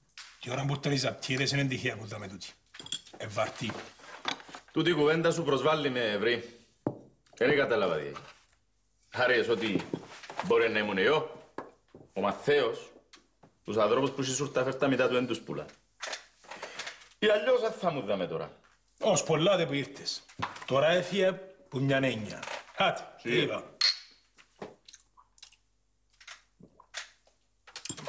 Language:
Greek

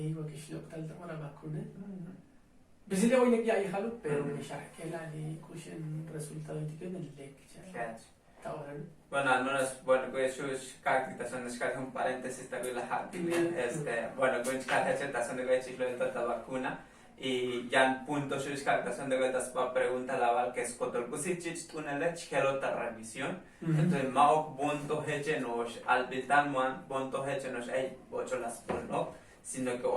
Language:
Tzotzil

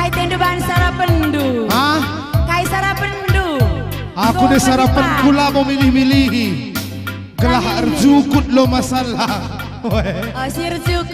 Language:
Batak Karo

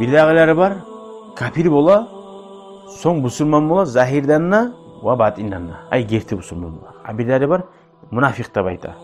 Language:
Kumyk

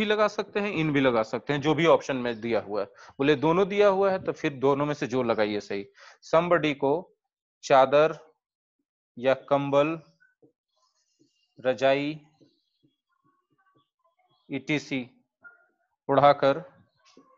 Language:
Hindi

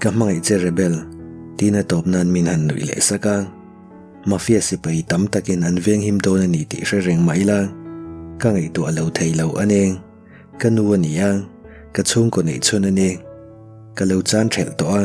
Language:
Mizo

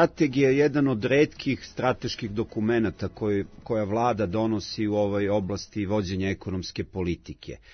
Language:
Serbian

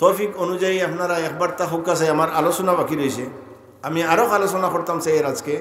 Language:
Sylheti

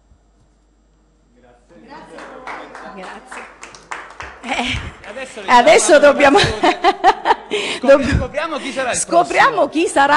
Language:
Italian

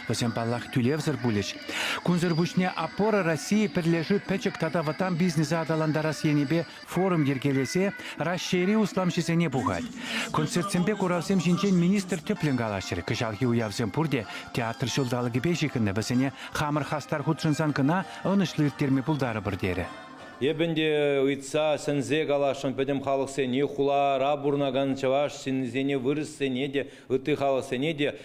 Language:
Chuvash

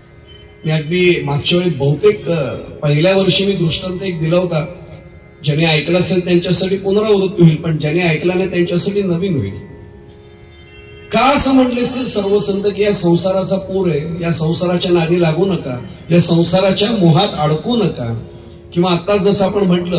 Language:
Marathi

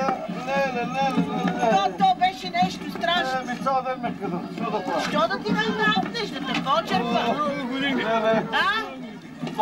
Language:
Bulgarian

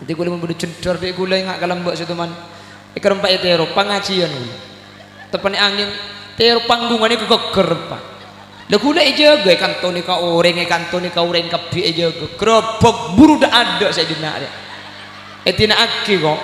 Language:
Madurese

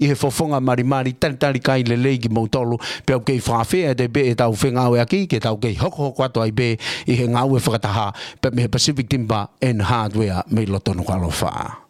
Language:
Tongan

